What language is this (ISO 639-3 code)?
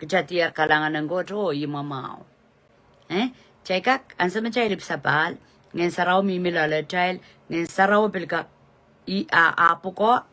pon